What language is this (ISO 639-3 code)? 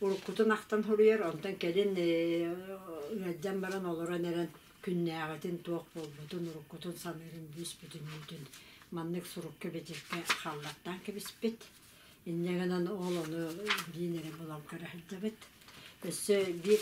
sah